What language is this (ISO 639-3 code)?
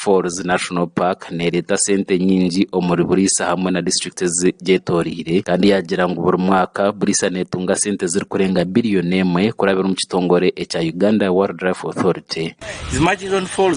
nyn